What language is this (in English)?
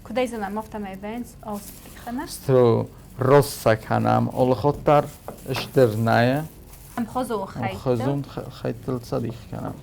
Ossetic